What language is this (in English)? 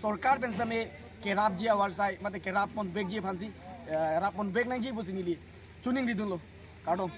Karbi